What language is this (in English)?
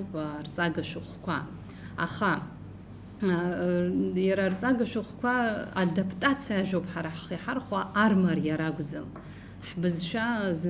Abkhazian